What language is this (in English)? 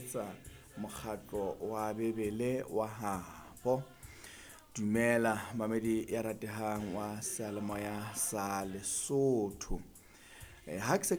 Southern Sotho